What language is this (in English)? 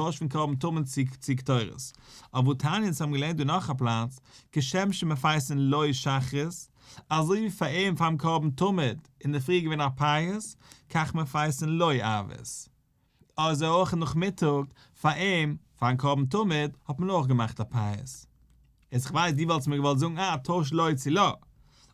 Yiddish